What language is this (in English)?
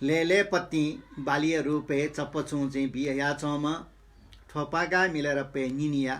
Newari